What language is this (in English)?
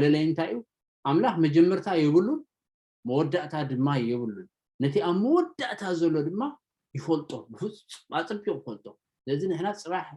Tigrinya